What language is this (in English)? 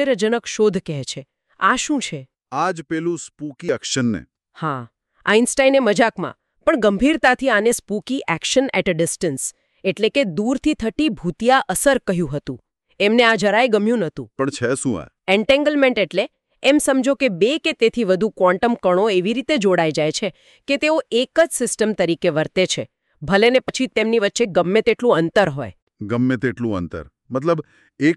Gujarati